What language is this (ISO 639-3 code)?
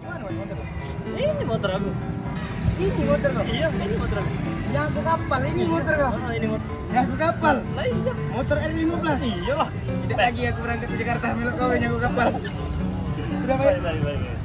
mui